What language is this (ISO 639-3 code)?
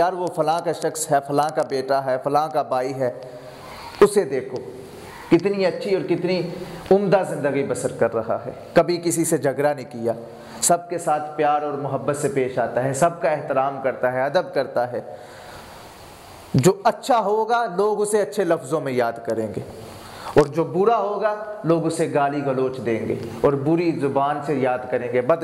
urd